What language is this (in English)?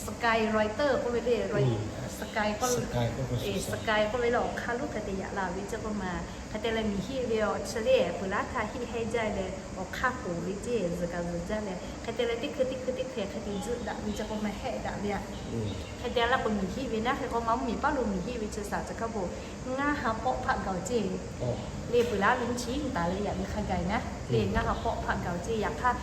Lahu